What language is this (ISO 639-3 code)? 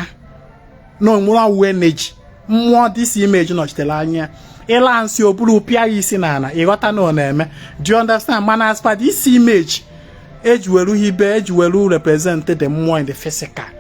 ibo